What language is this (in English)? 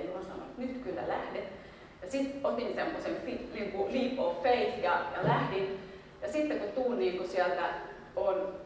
Finnish